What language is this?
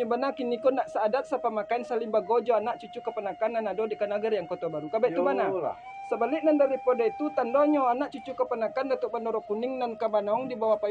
Minangkabau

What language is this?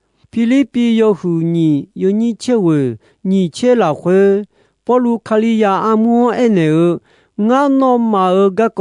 Akha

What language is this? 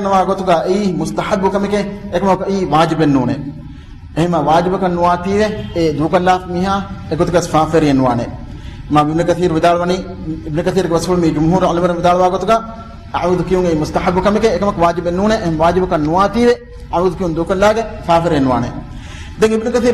Divehi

